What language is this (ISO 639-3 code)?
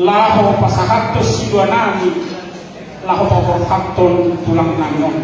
bbc